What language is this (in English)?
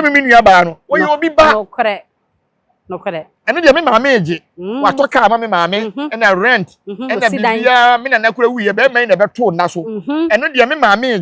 Akan